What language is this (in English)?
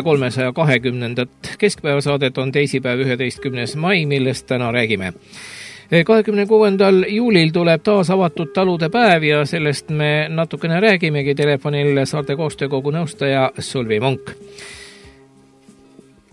Estonian